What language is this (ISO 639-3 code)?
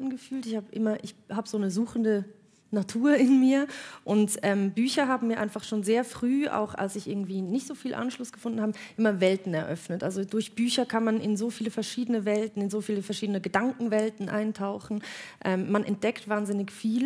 deu